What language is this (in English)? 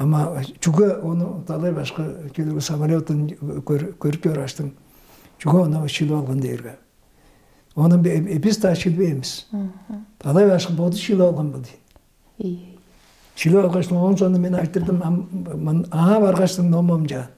Tuvinian